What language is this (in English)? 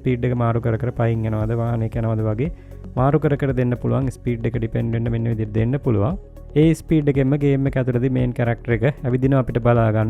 Sinhala